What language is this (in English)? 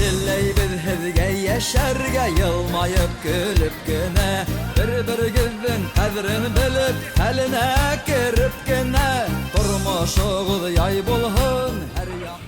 Bashkir